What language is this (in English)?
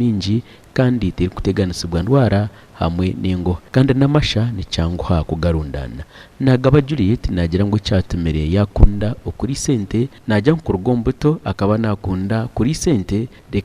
Nyankole